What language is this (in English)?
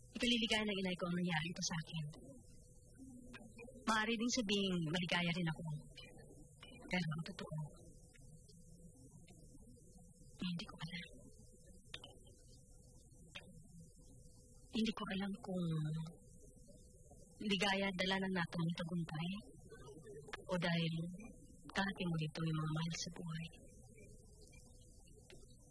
Filipino